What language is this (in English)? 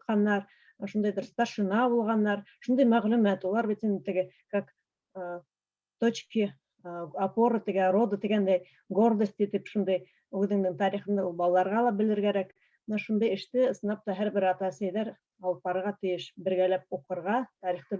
Bashkir